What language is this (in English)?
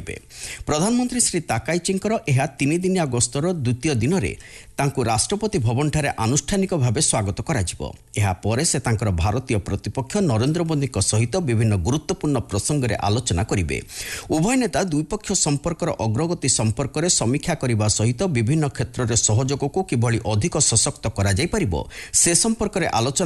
Odia